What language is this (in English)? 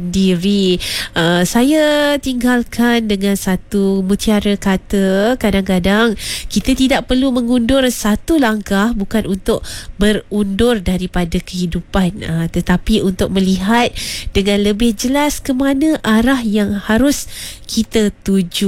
Malay